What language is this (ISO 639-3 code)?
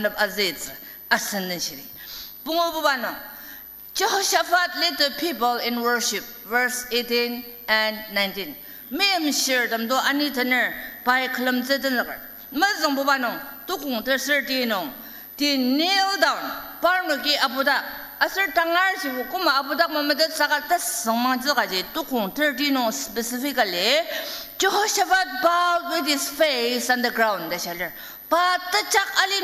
njo